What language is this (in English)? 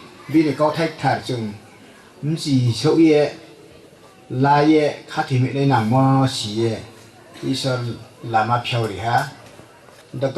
Riang (India)